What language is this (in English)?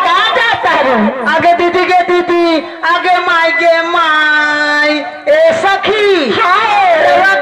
Bhojpuri